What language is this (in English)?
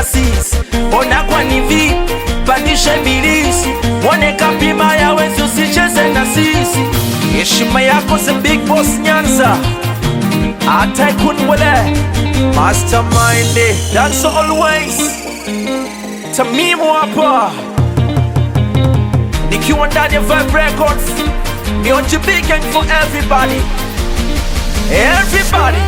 Swahili